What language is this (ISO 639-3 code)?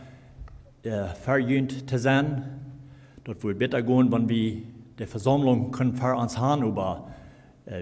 pdt